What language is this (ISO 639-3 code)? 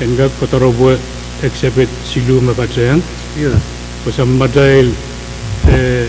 pon